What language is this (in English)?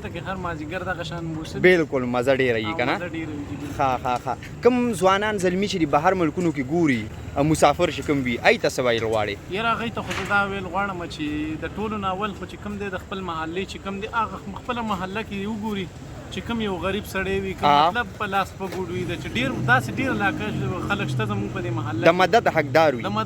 Pashto